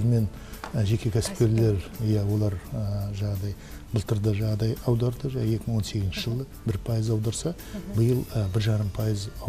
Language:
Kazakh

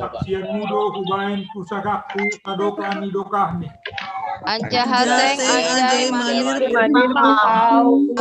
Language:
Batak Simalungun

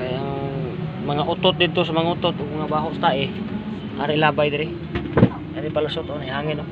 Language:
Cebuano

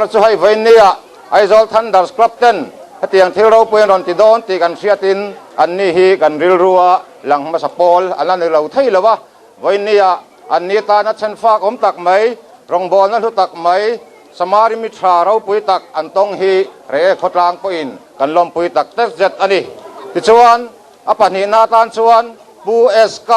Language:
Mizo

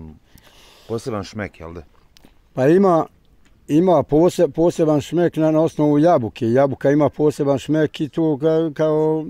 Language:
Bosnian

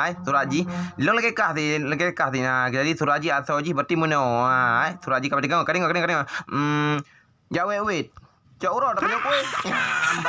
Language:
Achinese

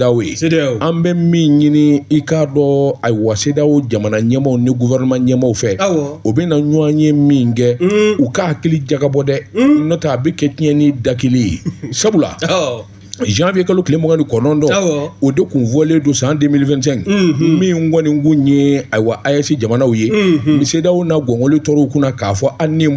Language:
Bambara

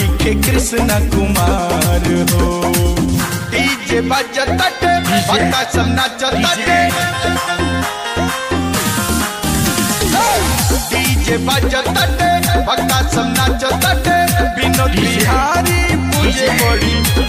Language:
Bhojpuri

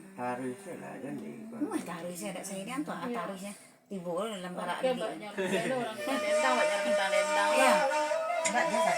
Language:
Minangkabau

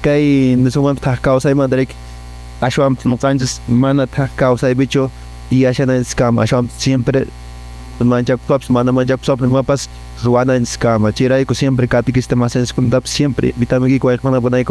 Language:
Quechua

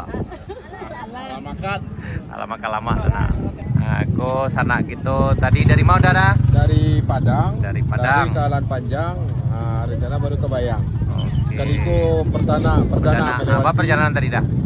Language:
Minangkabau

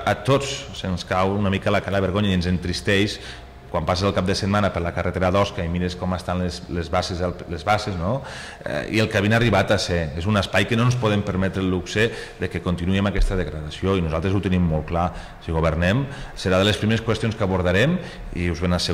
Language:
Catalan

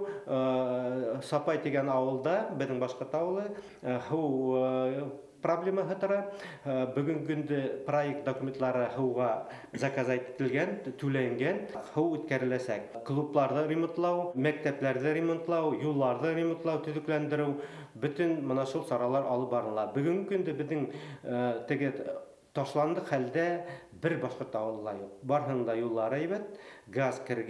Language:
Bashkir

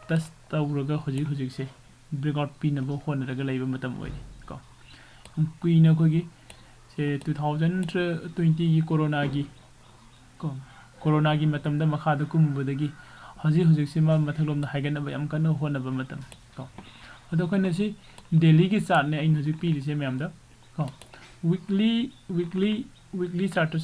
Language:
Manipuri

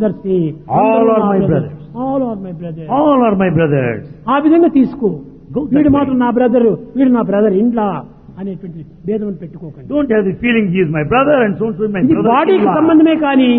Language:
Telugu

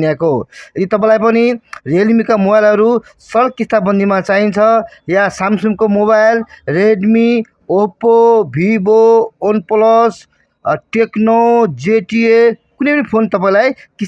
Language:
Nepali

